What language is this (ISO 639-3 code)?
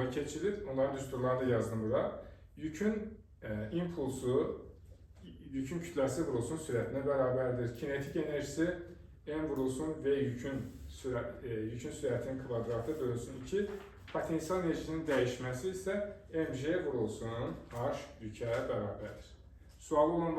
aze